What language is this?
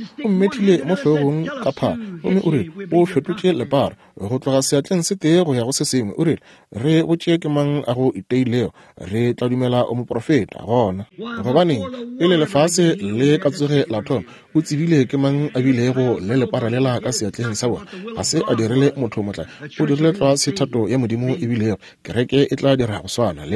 Northern Sotho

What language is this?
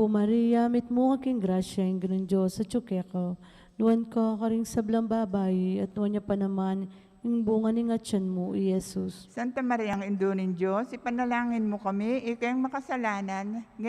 Pampanga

